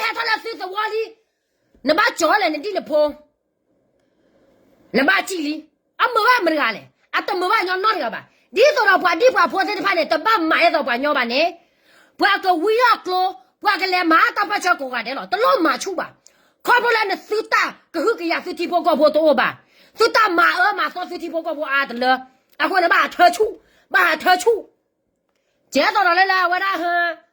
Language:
S'gaw Karen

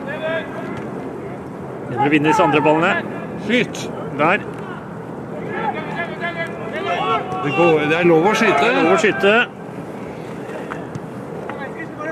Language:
Norwegian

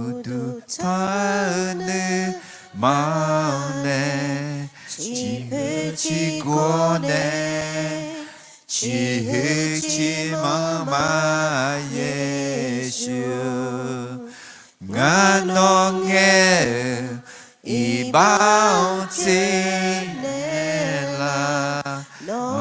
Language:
Akha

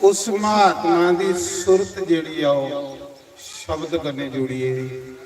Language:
Dogri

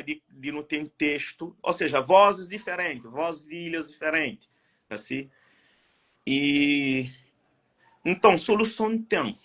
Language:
Kabuverdianu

